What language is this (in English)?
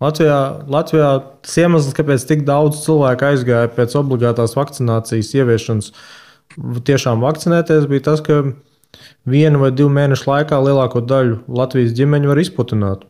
Latvian